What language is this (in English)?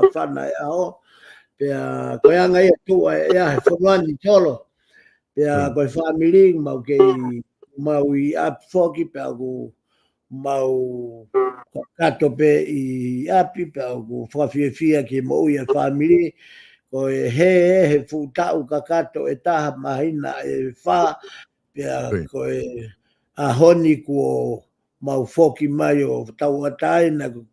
Tongan